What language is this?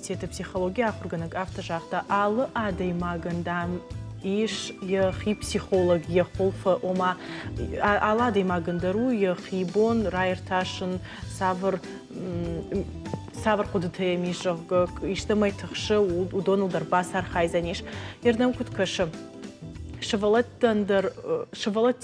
Ossetic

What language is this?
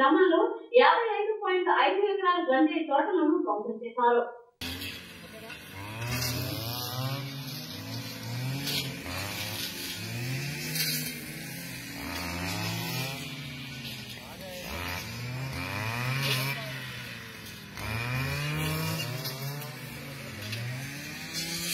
Telugu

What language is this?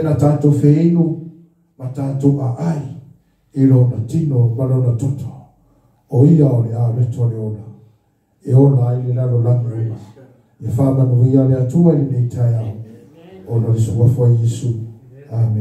Samoan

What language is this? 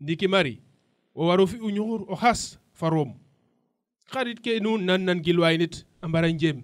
Serer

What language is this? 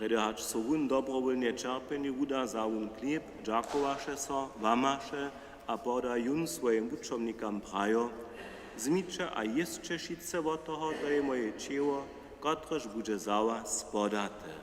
Upper Sorbian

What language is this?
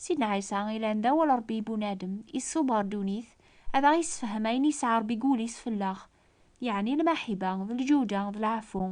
Kabyle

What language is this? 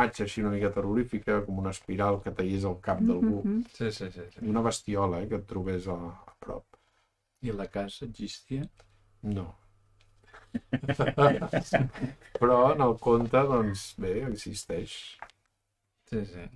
Catalan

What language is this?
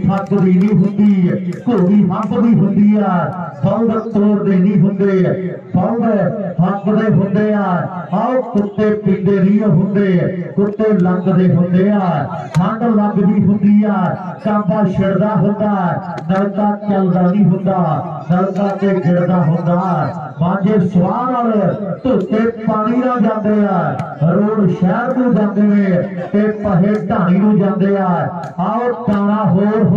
Punjabi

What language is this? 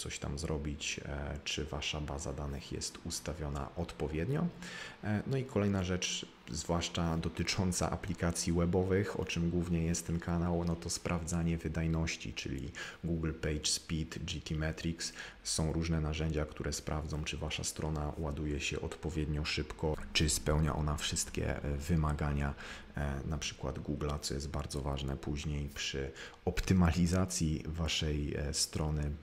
Polish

